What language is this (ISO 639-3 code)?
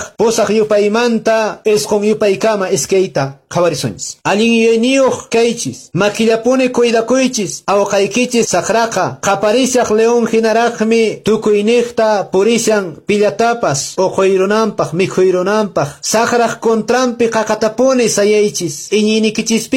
que